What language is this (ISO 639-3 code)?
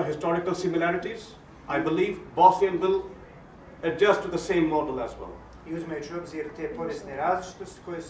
bos